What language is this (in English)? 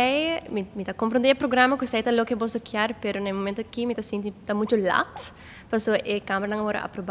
Papiamento